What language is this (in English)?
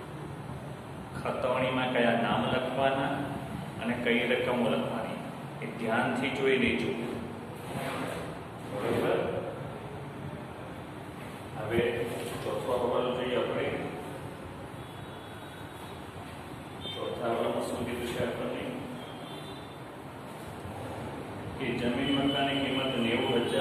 Gujarati